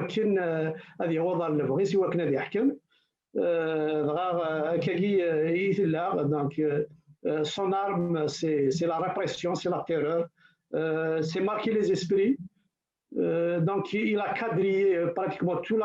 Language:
Kabyle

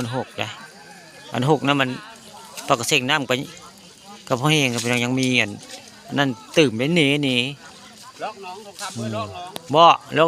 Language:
Northeastern Thai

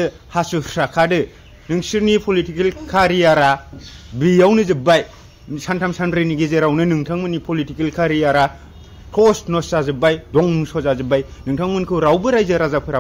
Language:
Bodo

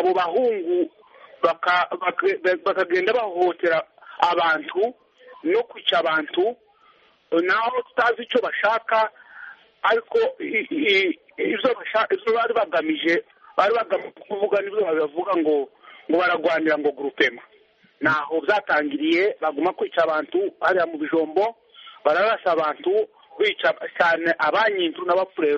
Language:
Kinyarwanda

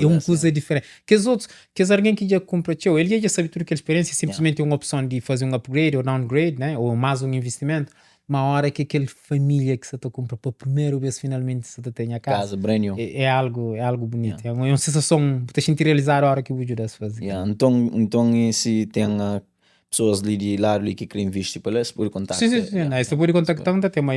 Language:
Kabuverdianu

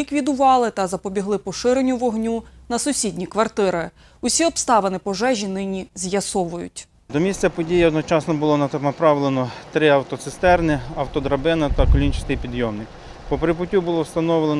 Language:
Ukrainian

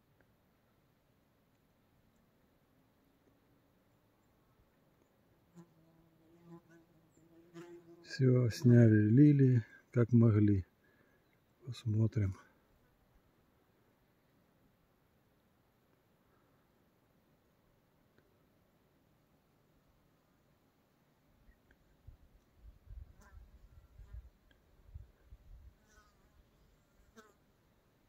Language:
Russian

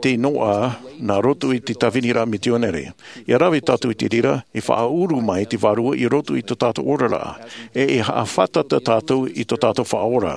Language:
Tahitian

